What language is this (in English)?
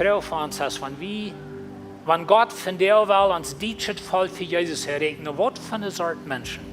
Plautdietsch